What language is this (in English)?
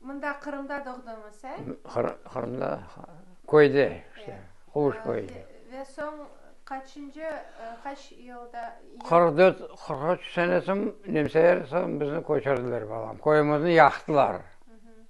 Crimean Tatar